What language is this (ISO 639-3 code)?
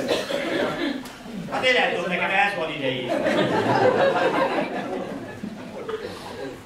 hun